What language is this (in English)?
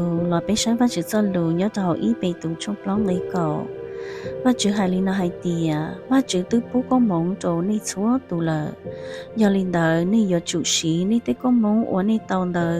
Hmong